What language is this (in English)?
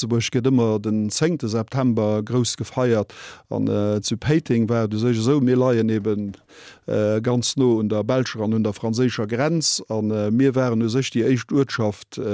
Luxembourgish